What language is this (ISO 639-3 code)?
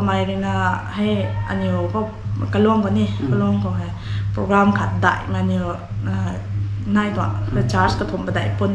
nbu